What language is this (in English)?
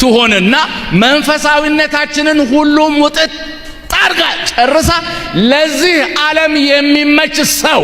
Amharic